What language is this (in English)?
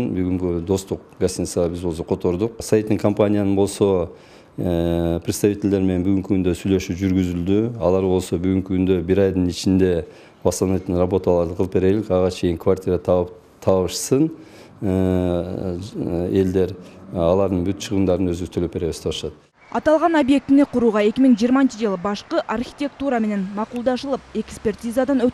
Kyrgyz